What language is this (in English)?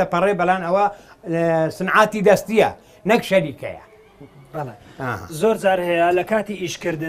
Central Kurdish